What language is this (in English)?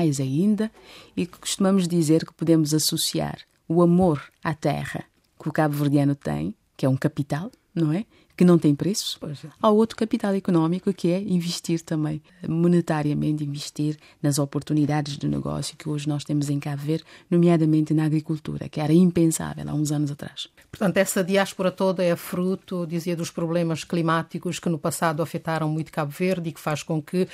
Portuguese